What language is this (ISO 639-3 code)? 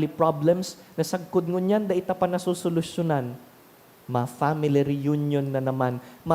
bik